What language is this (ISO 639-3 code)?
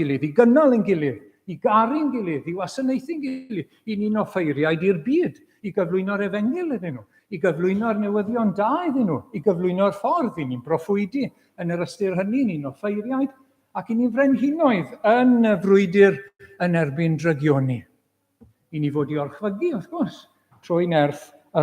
cym